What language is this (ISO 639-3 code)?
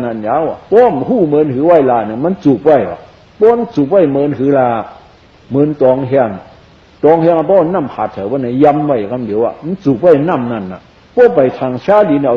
shn